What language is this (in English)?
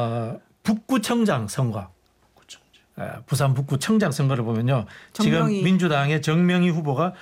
Korean